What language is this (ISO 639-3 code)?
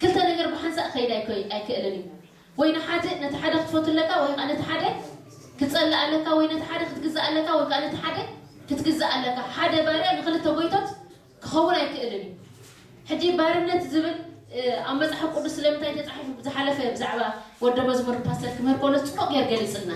tir